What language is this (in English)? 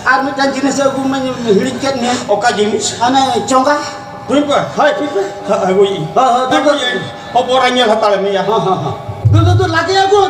Santali